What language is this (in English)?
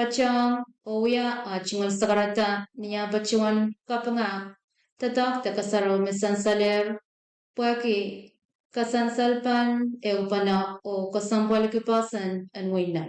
Pohnpeian